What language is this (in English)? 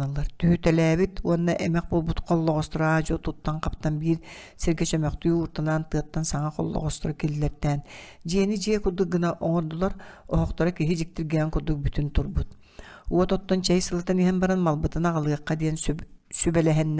Yakut